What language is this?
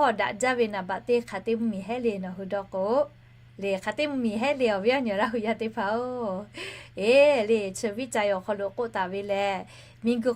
Lahu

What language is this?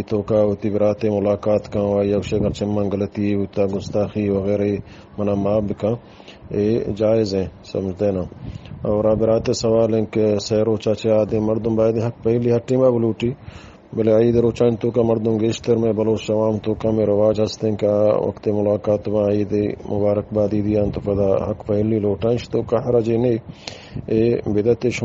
Eastern Balochi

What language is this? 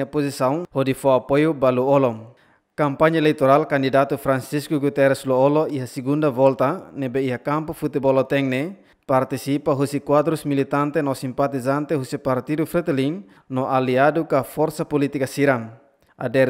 Tetum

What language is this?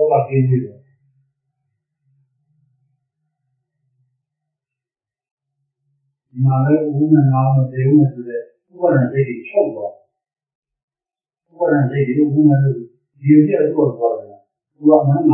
Burmese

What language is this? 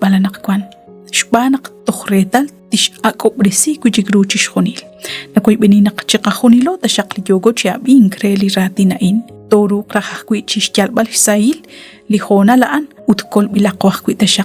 Kekchí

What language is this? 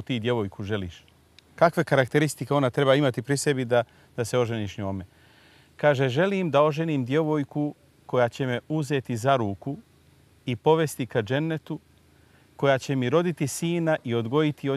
Bosnian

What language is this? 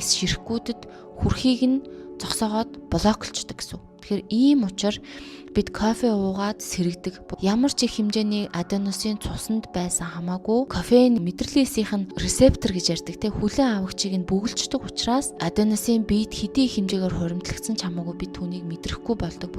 Mongolian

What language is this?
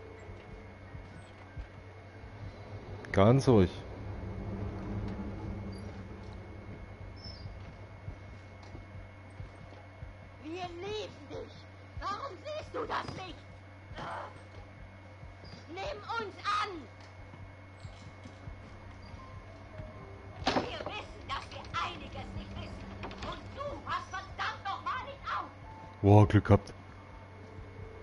German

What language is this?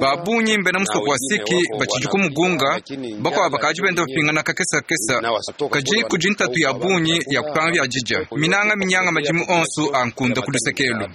Luba-Lulua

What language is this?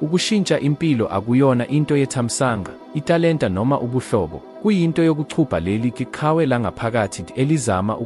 Zulu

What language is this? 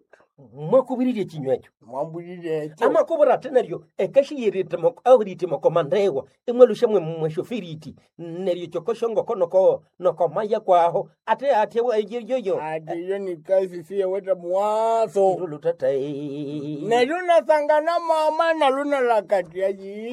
Nande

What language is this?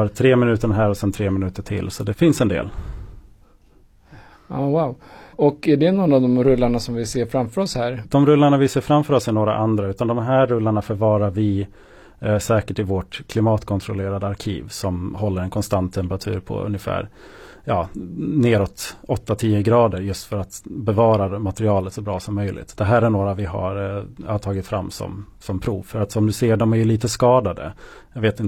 Swedish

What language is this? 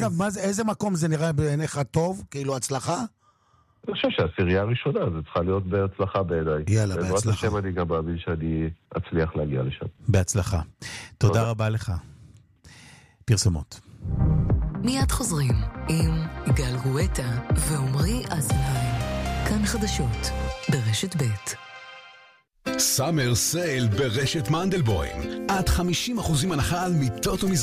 Hebrew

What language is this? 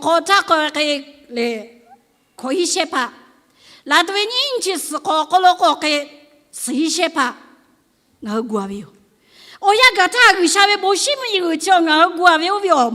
Lahu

